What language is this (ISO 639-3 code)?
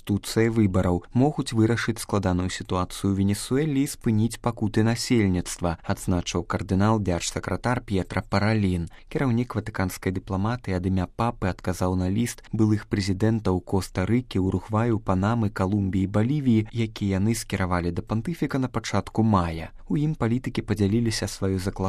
bel